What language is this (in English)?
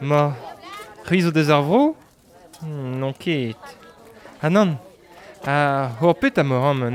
Breton